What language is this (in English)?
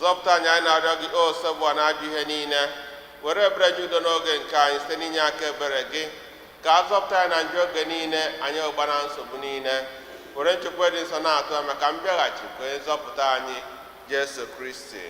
Igbo